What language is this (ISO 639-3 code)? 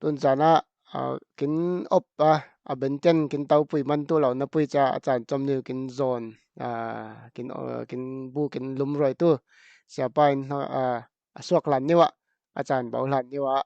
cfm